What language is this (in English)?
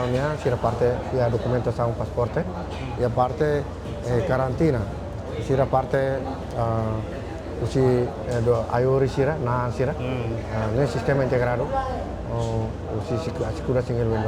Tetum